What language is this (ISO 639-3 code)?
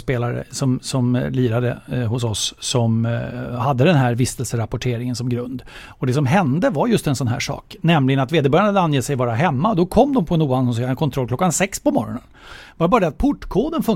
swe